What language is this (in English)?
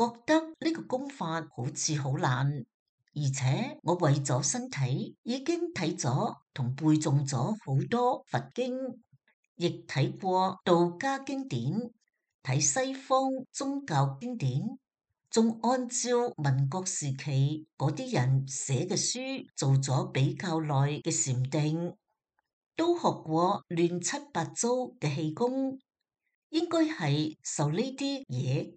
Cantonese